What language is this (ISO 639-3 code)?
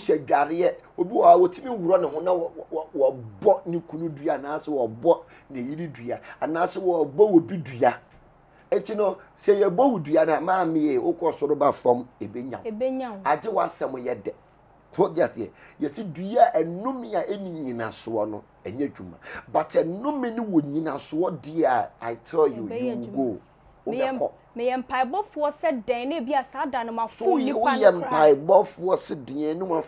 aka